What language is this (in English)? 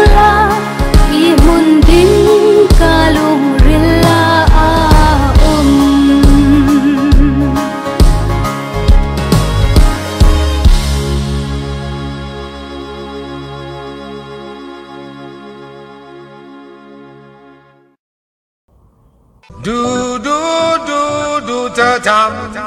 Swedish